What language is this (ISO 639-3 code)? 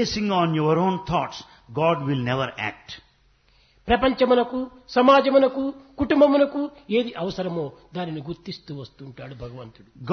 tel